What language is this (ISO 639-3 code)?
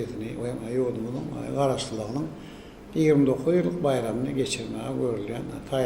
tuk